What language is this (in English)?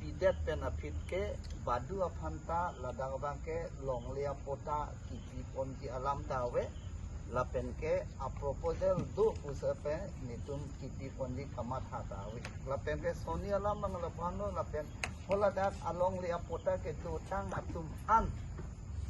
Karbi